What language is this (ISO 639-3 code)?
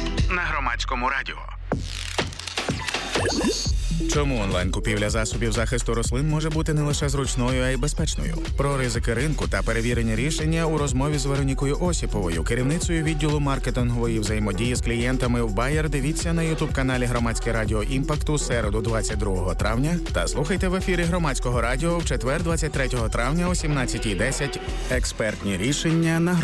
ukr